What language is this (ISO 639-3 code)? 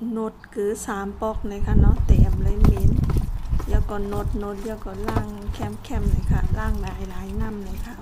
shn